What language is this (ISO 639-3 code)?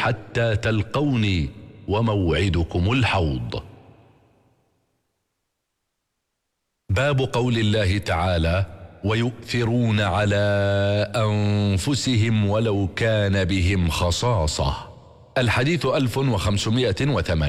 ara